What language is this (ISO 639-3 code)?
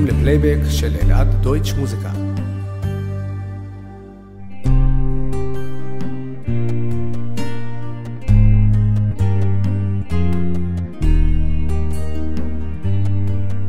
heb